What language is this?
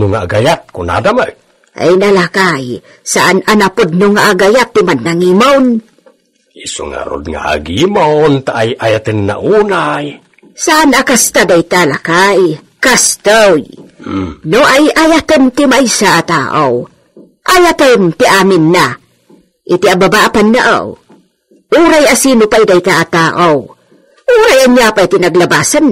Iloko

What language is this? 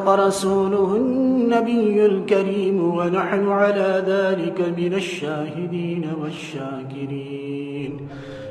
Pashto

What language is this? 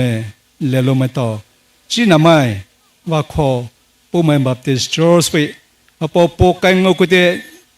Poumei Naga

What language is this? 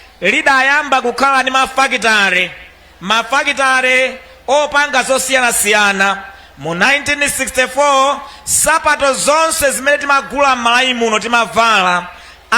Nyanja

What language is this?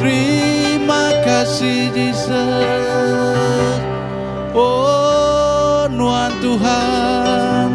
Iban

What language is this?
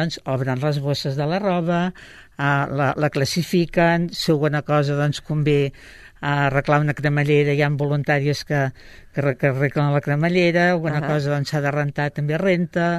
Catalan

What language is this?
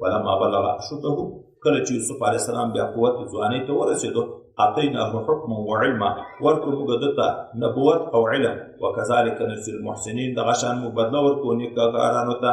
Pashto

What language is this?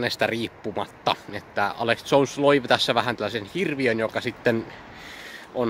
Finnish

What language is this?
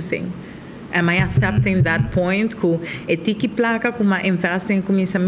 Papiamento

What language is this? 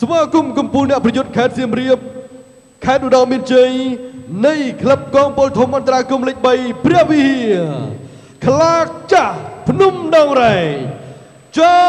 Khmer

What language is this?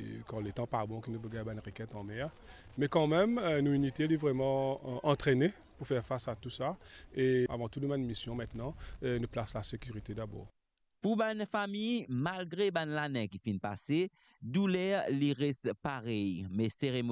Morisyen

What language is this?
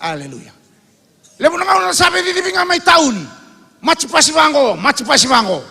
Fijian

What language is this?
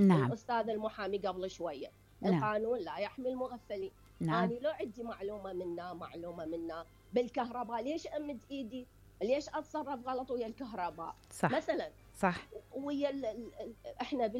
Mesopotamian Arabic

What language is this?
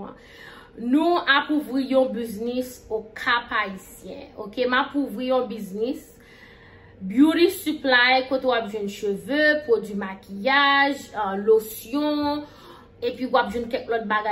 Haitian Creole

